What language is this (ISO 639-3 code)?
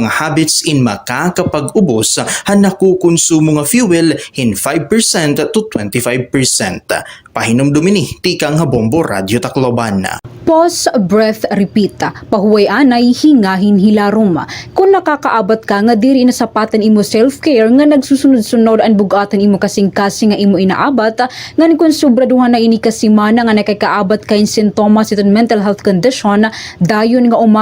war